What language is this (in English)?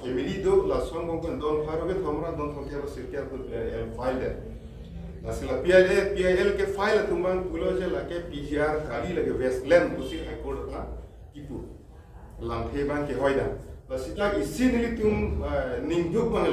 Karbi